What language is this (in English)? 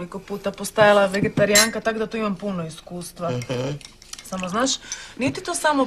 Croatian